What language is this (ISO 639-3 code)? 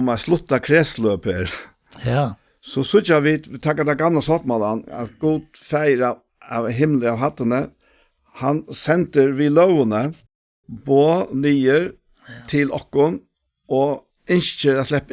fao